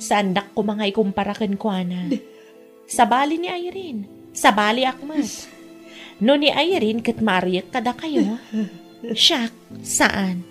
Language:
Iloko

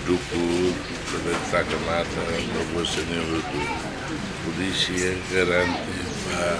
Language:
Tetum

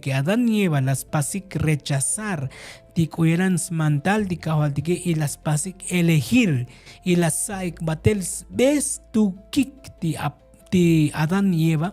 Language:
Tzotzil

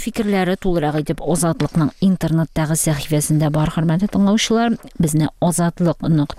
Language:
Tatar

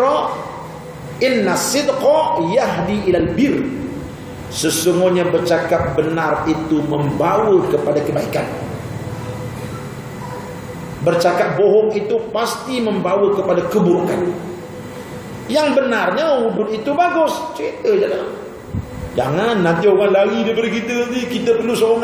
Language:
Malay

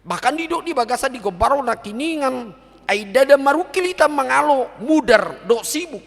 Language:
Batak Toba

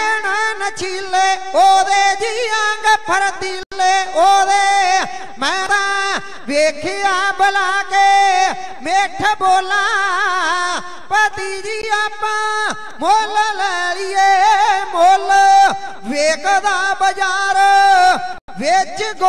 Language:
Punjabi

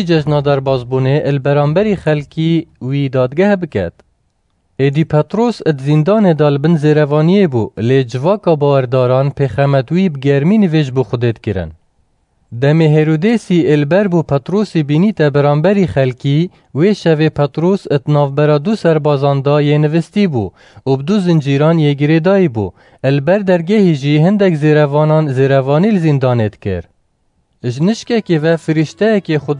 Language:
Kurdish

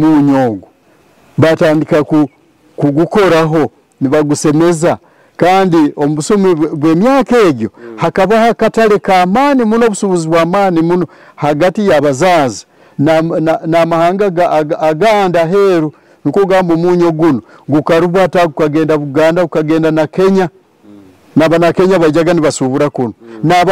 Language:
Nyoro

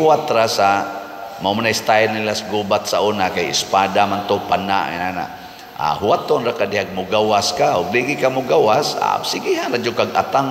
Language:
Cebuano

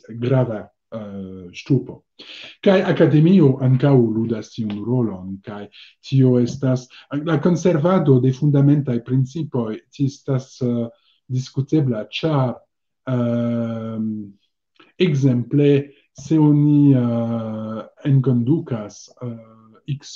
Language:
Esperanto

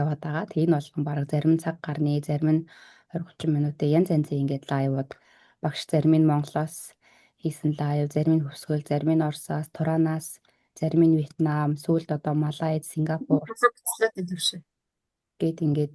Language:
Mongolian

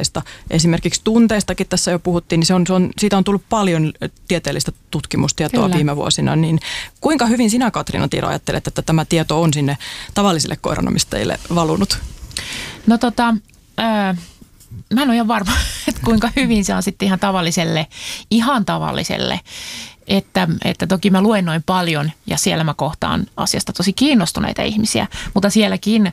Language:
Finnish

